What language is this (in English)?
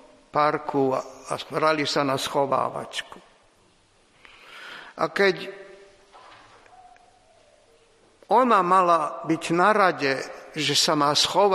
Slovak